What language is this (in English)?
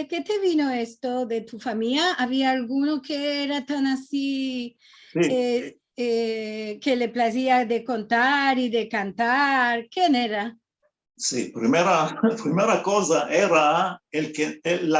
Ladino